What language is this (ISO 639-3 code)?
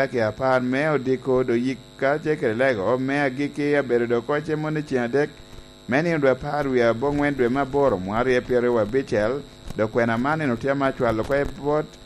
laj